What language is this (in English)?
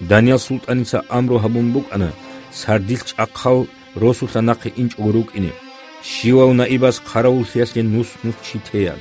Avaric